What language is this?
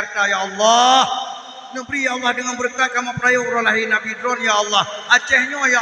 Achinese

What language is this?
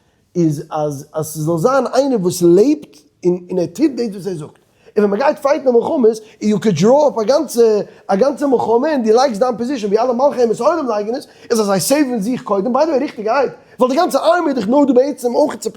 Yiddish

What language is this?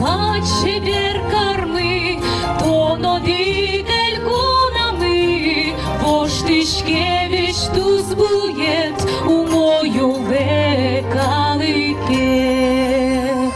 Udmurt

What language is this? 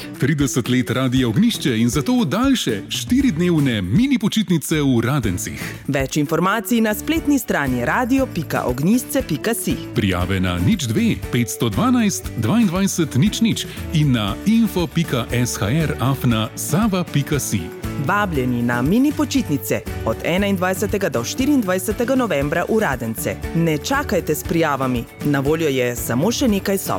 Slovenian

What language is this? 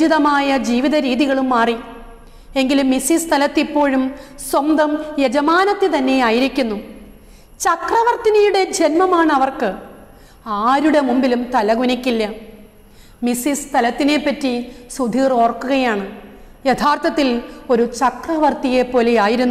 Malayalam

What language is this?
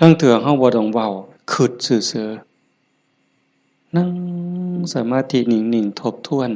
Northeastern Thai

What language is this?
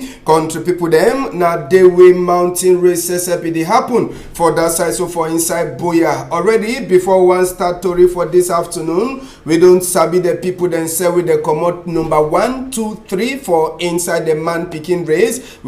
Cameroon Pidgin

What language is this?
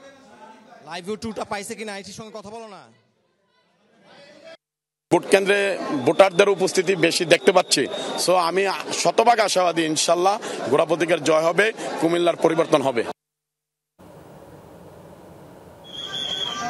Bangla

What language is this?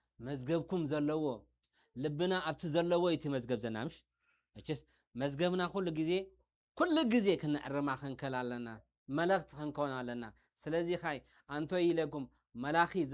Tigrinya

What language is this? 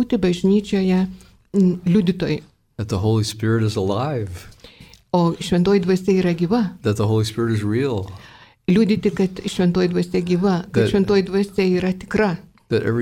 Lithuanian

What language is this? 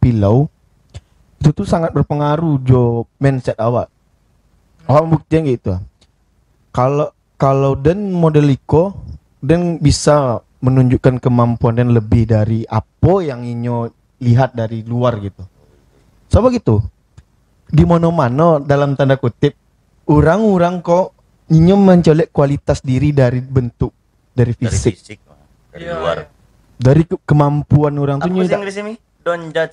Minangkabau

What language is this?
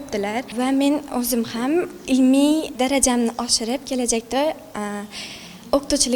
Uzbek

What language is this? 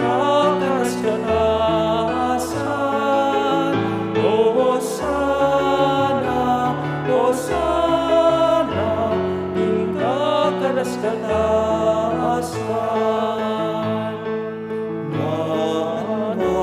Pampanga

